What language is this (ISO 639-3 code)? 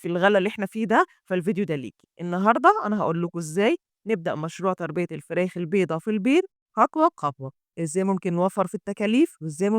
arz